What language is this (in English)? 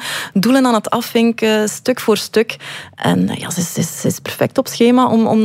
Dutch